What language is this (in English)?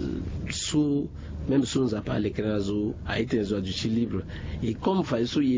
Sango